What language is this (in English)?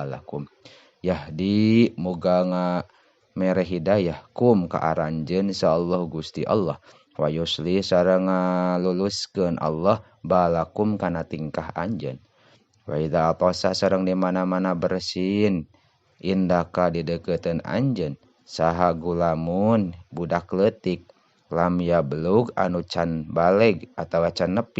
Sundanese